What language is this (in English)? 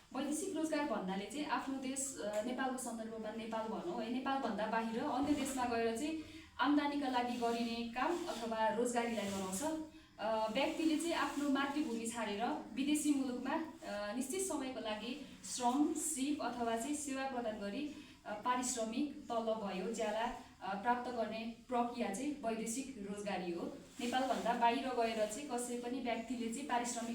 Nepali